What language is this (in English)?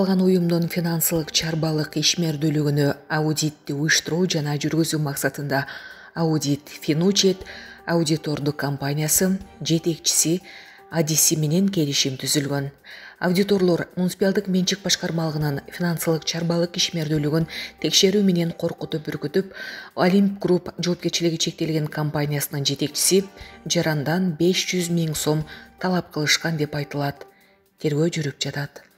Kyrgyz